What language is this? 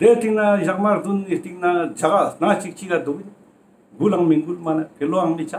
Ladakhi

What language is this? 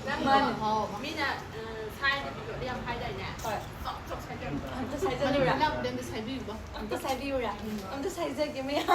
Manipuri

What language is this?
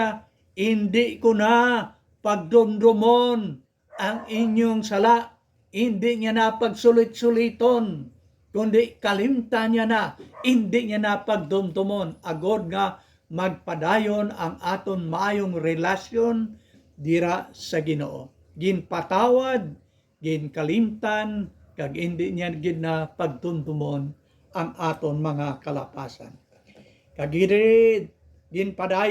Hiligaynon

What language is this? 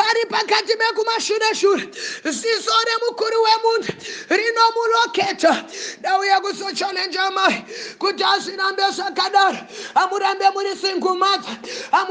Shona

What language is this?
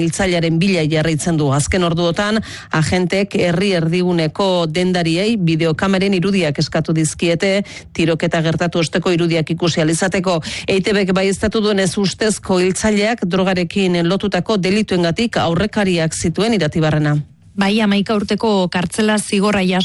Basque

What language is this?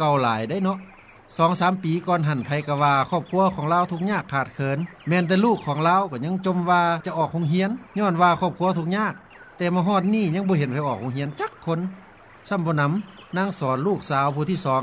Lao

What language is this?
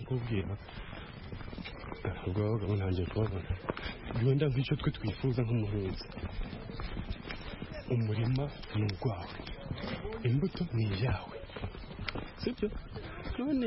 Kinyarwanda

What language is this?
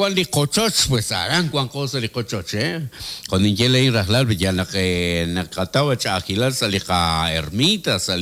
Kekchí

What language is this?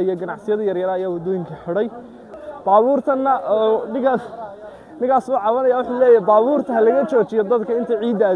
Somali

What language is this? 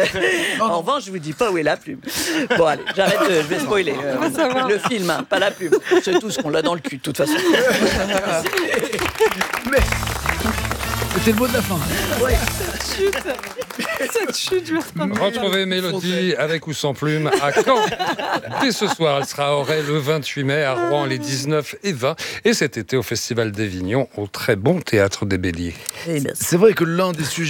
French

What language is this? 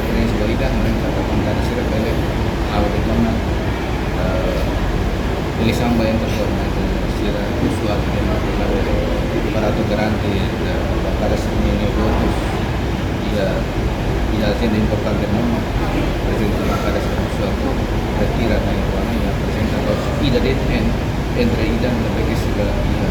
Tetum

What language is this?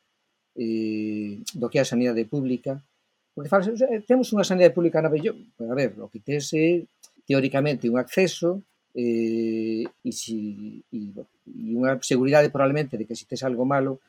Galician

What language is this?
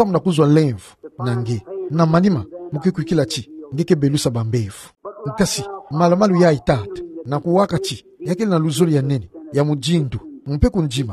Kituba (Democratic Republic of Congo)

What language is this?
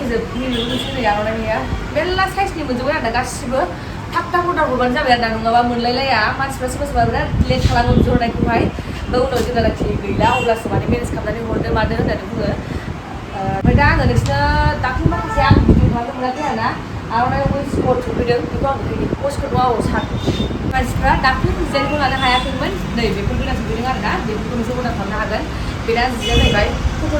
Bodo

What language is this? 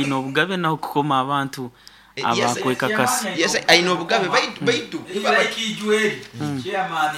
Nyoro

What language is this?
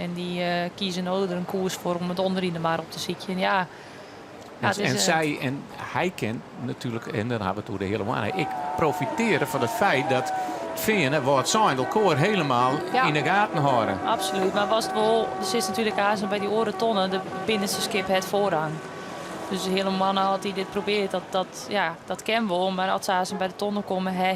Western Frisian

